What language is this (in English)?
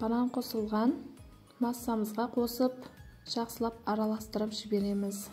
Kazakh